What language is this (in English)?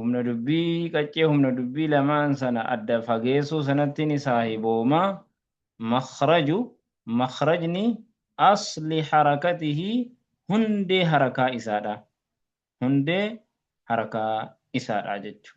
Oromo